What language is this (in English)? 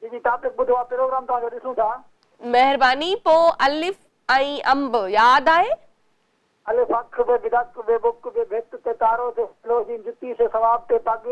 Sindhi